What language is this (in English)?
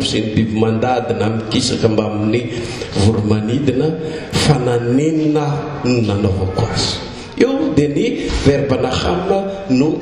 Malagasy